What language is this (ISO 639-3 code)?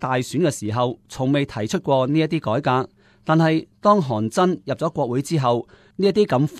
yue